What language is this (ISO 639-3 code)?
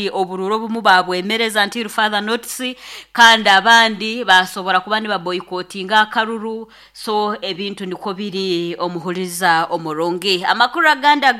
nyn